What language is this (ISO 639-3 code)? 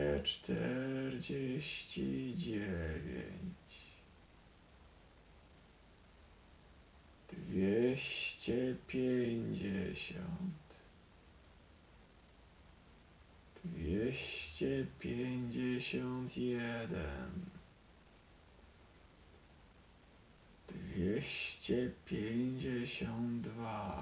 pol